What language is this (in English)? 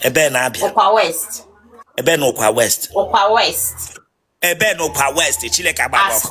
Igbo